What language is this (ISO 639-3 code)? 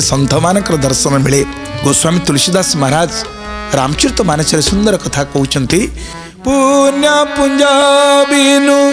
ori